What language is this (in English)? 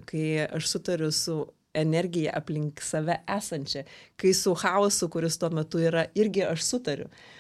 Lithuanian